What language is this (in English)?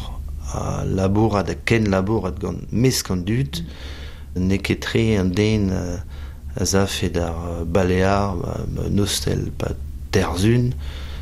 Breton